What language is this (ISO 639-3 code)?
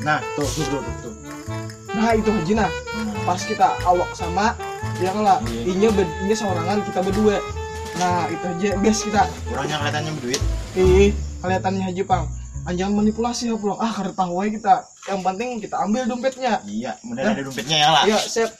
bjn